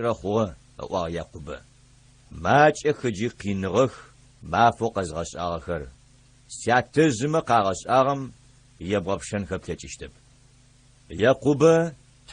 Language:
Adyghe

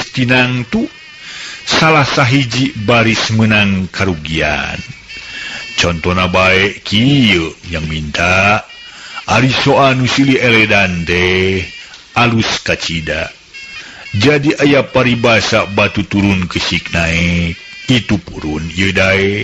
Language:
Sundanese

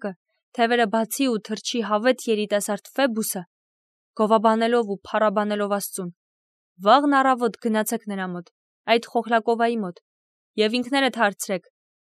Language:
Armenian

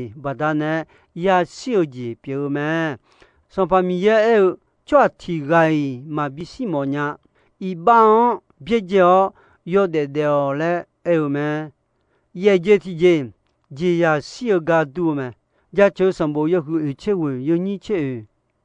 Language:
Akha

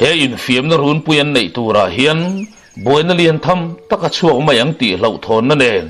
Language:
Mizo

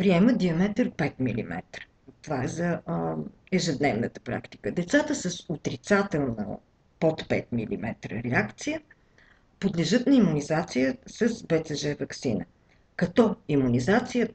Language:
Bulgarian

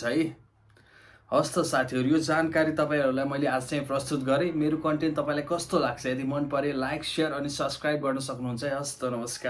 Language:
Nepali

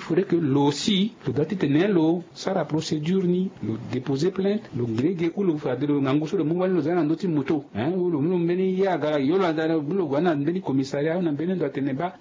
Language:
Sango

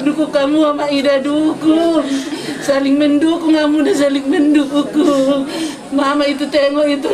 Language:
Batak Toba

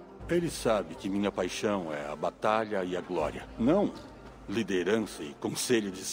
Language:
Portuguese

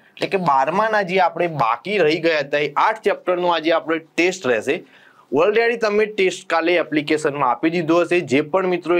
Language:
Gujarati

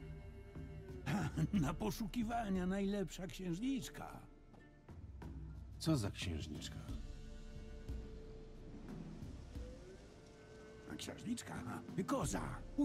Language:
Polish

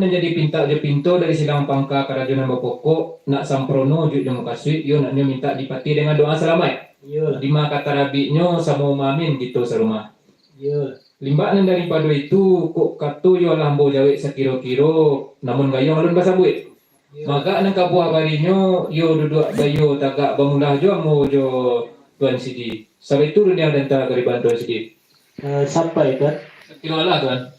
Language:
Minangkabau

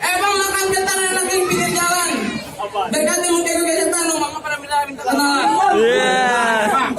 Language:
Betawi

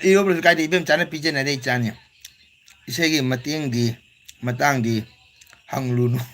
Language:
Manipuri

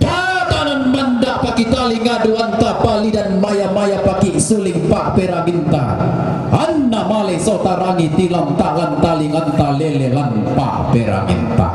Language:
Toraja-Sa'dan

